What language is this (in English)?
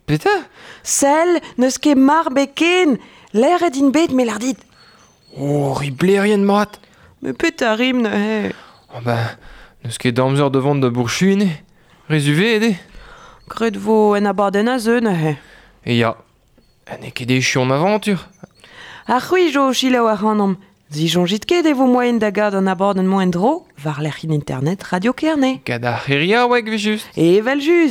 Breton